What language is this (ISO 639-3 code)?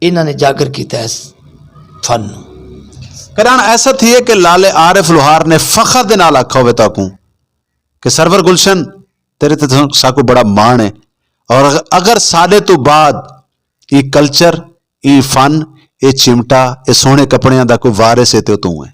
lah